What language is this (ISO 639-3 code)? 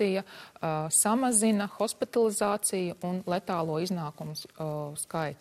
lav